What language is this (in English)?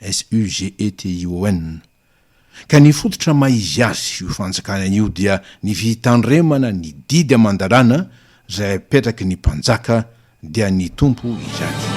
Malagasy